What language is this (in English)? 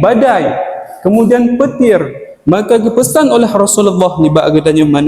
Achinese